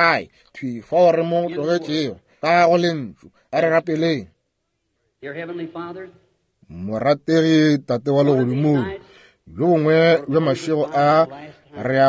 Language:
Northern Sotho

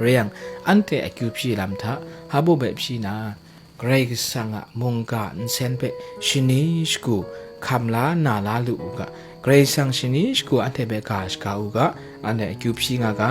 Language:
Kachin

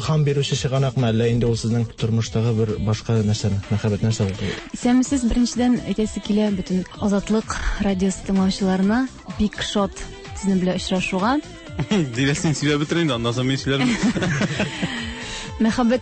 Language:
Tatar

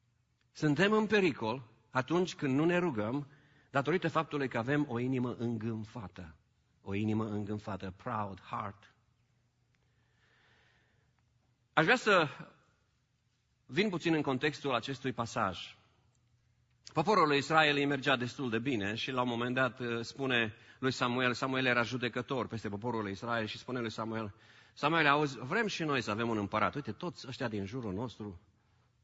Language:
Romanian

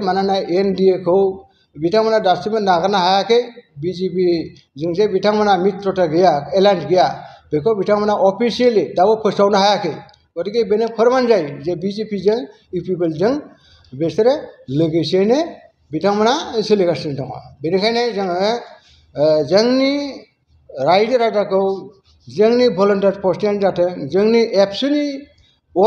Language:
Bodo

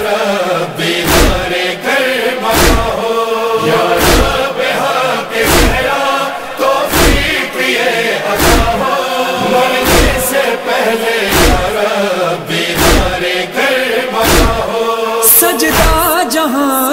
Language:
Urdu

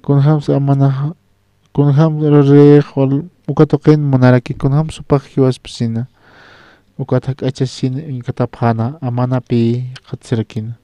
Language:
Aymara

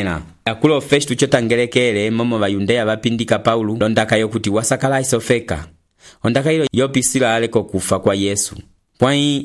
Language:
Umbundu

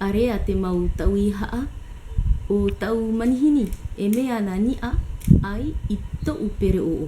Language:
Tahitian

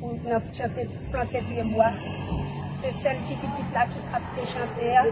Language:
Haitian Creole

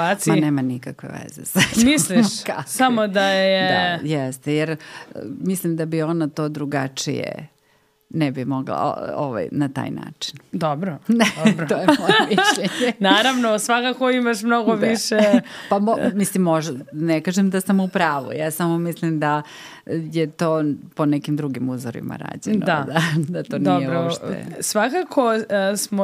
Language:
Serbian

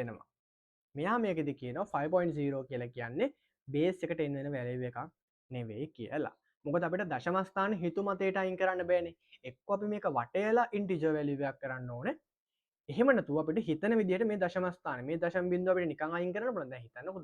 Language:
Sinhala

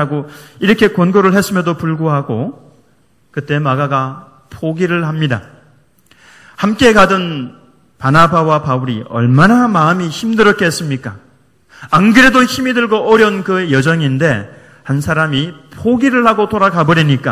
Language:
Korean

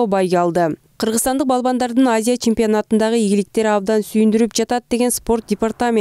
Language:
Kyrgyz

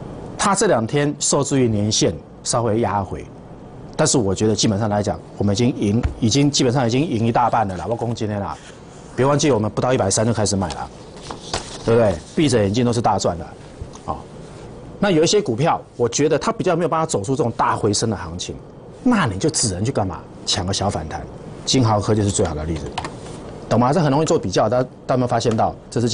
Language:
Chinese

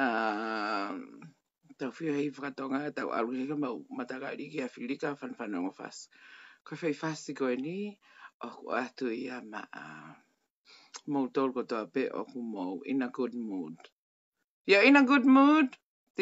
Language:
Tongan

